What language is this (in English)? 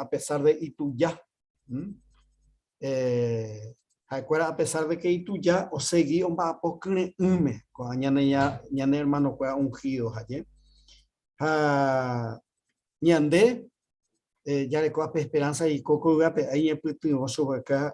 Guarani